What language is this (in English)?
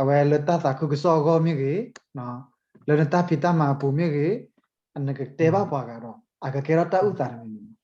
S'gaw Karen